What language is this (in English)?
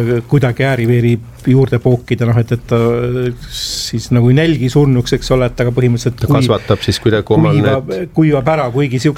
Estonian